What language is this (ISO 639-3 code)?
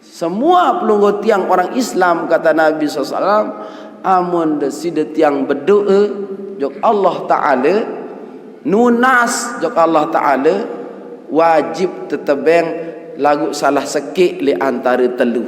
sas